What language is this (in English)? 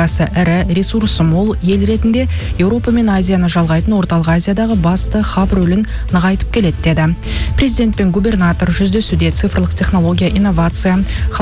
Kazakh